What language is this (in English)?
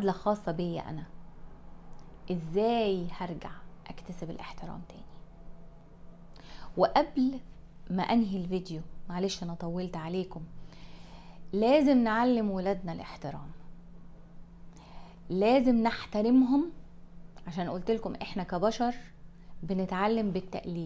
Egyptian Arabic